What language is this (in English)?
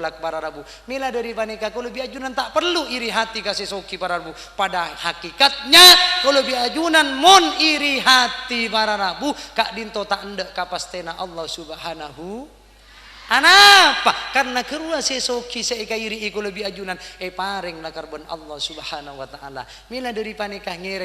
Madurese